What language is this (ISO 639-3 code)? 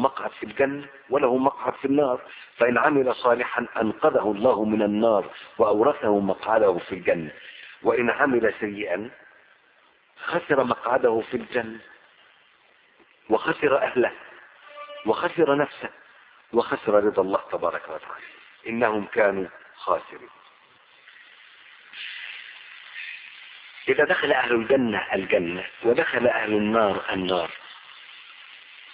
ara